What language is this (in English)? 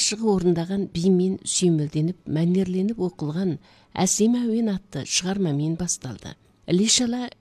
Kazakh